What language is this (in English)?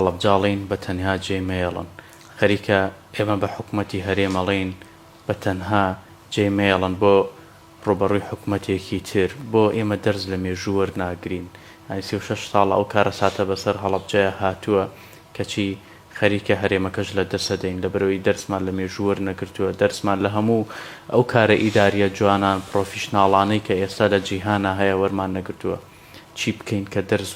Central Kurdish